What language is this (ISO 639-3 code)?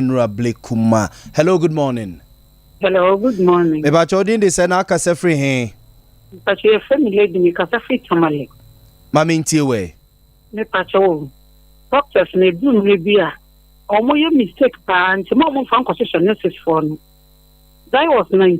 aka